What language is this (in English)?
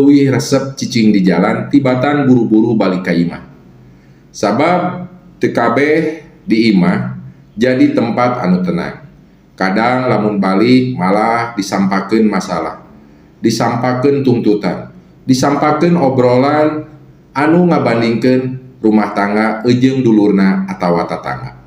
Sundanese